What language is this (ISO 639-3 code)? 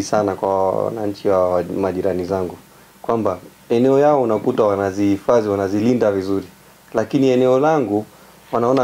swa